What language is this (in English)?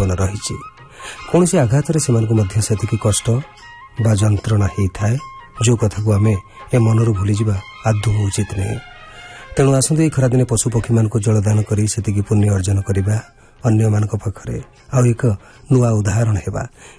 Odia